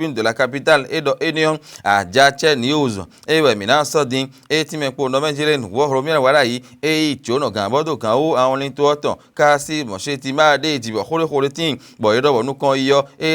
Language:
Fon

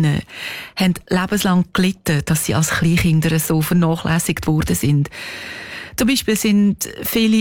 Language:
German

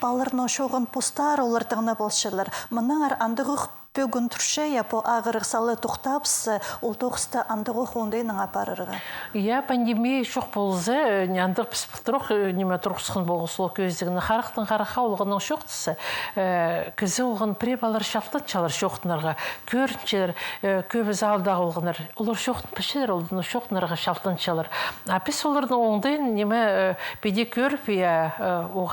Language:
Khakas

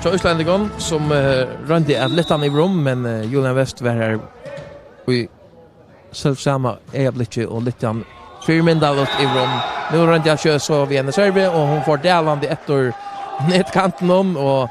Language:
Faroese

